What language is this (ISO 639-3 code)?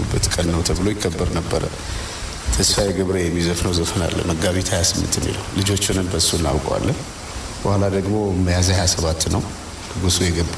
amh